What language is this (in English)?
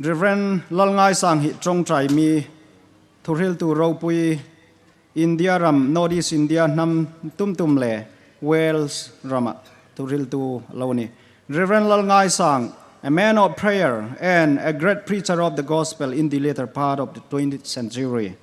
Hmar